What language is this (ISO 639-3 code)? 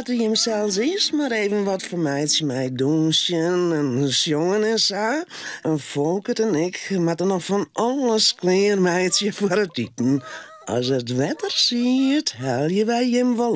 fry